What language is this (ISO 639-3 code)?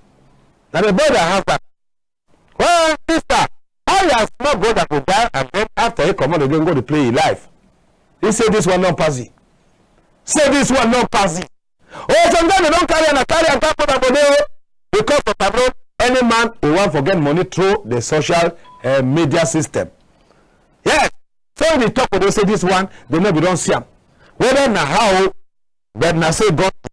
wes